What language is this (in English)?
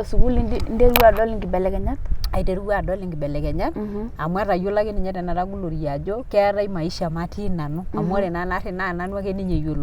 Masai